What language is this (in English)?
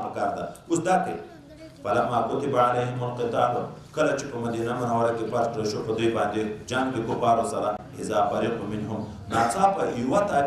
Pashto